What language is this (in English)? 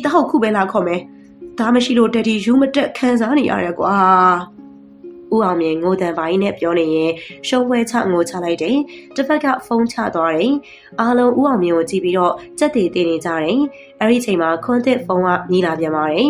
Burmese